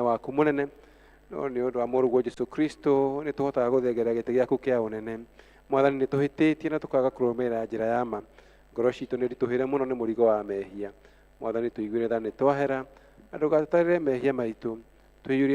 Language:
Kikuyu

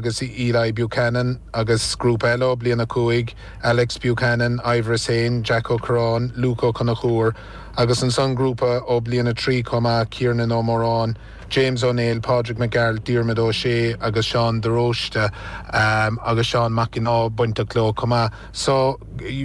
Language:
Irish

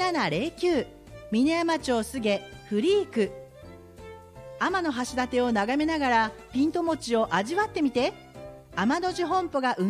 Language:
Japanese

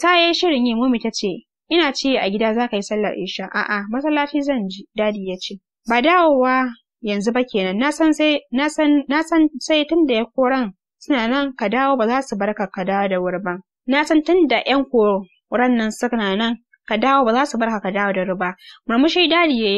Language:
Hausa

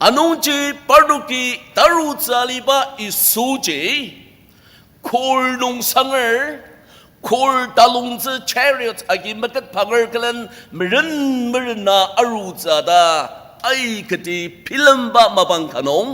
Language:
Ao Naga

